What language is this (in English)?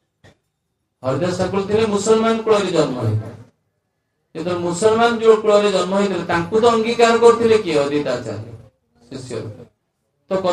Odia